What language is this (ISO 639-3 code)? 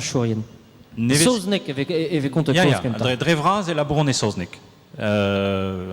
bre